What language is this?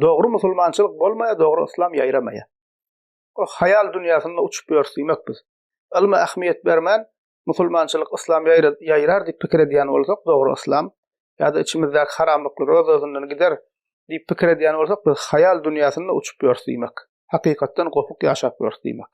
Turkmen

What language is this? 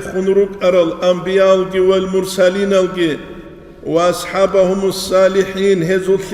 Avaric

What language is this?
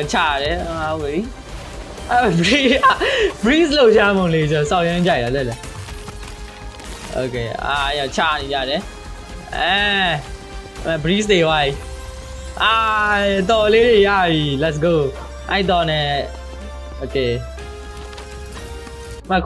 Burmese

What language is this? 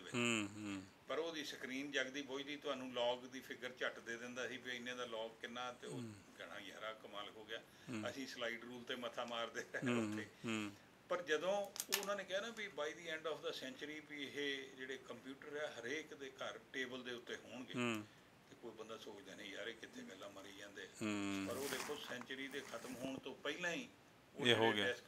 Punjabi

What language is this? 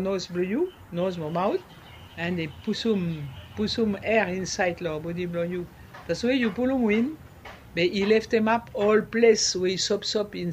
Bislama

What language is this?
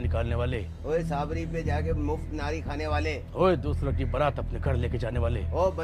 Hindi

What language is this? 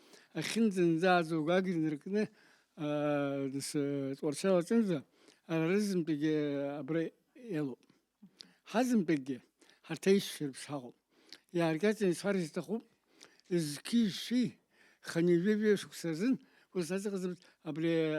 Abkhazian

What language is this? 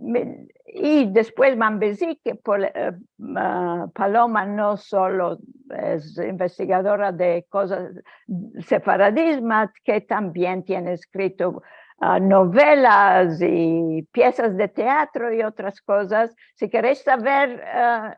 Ladino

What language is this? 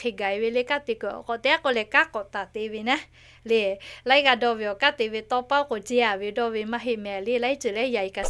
Lahu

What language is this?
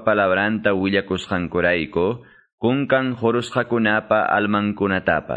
Quechua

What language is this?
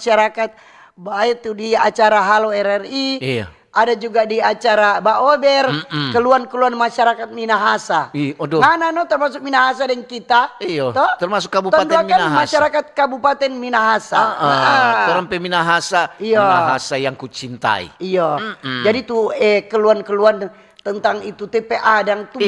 Manado Malay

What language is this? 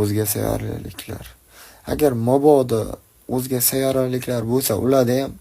Uzbek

